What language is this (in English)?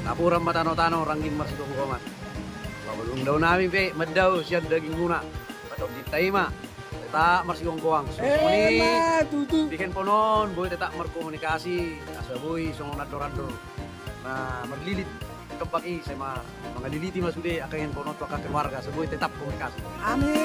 Batak Toba